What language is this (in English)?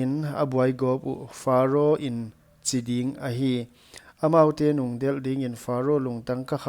Paite Chin